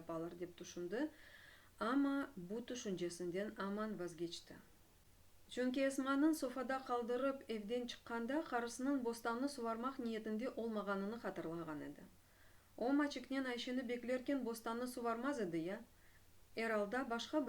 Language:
Crimean Tatar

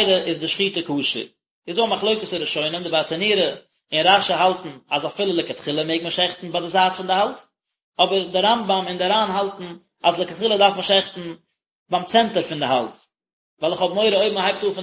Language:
Yiddish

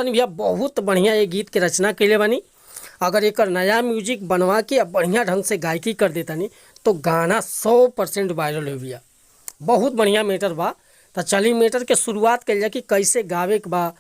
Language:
Bhojpuri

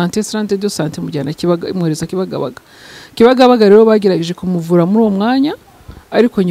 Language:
Kinyarwanda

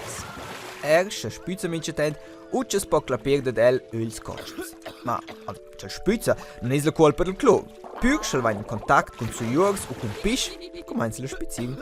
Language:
Romansh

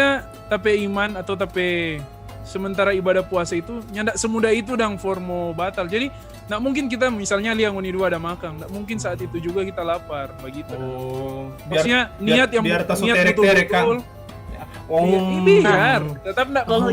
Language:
Manado Malay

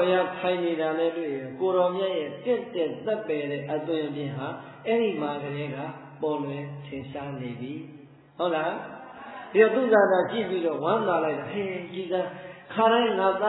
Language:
Burmese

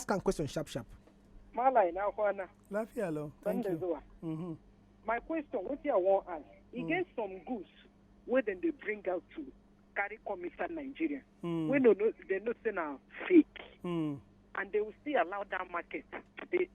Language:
Nigerian Pidgin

